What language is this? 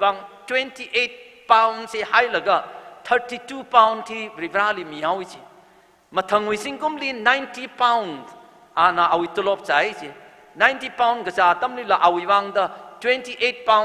Tangkhul Naga (India)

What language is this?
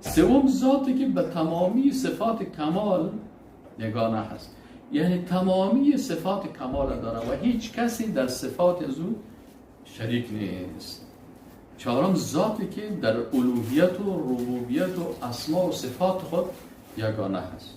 Persian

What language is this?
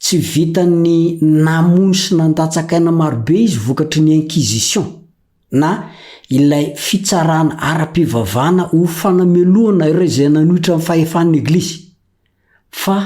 Malagasy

